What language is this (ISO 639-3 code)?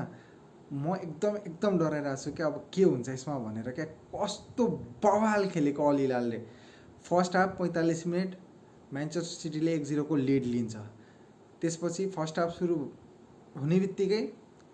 nep